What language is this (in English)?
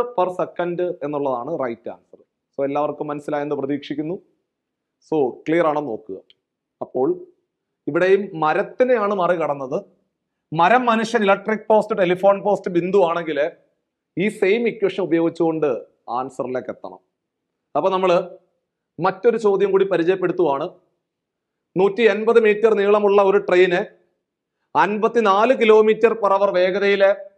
Malayalam